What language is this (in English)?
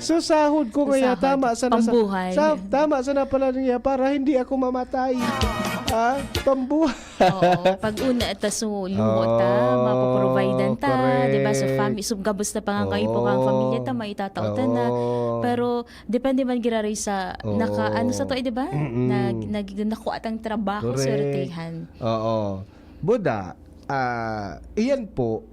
Bikol